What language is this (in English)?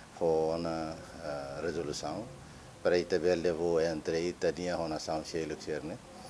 Tetum